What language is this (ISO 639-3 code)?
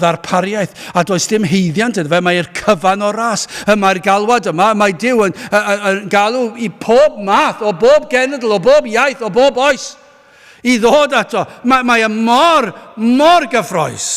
cym